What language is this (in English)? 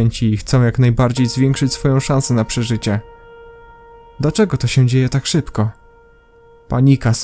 Polish